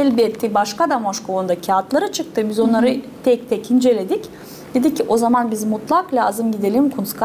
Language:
Gagauz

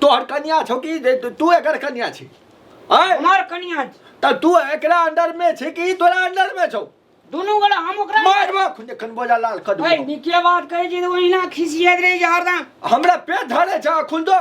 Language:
Maithili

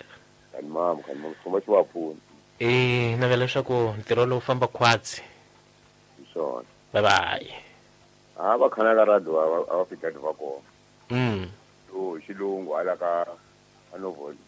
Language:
Tsonga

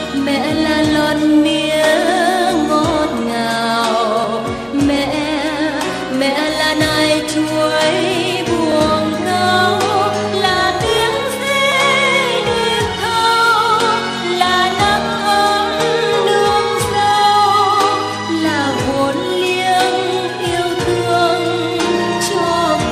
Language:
Vietnamese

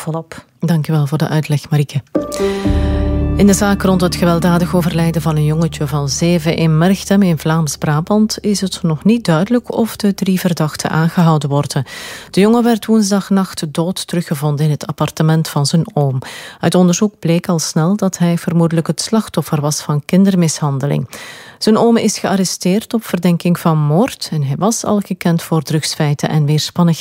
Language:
Dutch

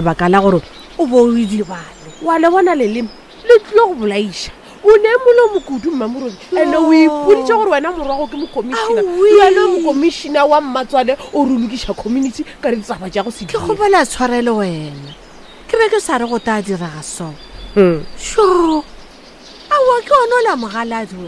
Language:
Northern Sotho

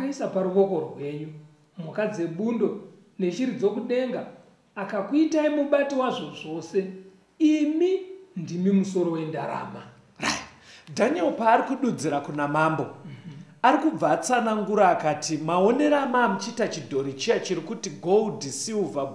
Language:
Shona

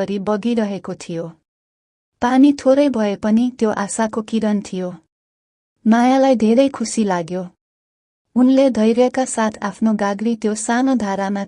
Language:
Nepali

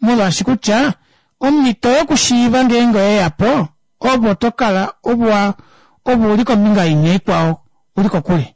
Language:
Kuanyama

